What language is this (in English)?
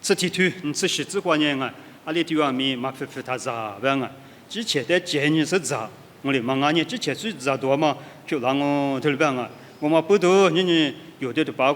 Lisu